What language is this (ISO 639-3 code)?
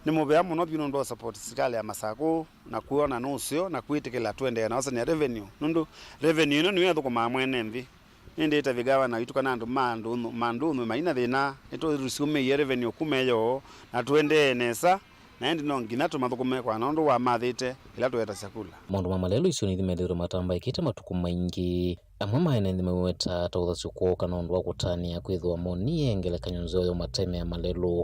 kam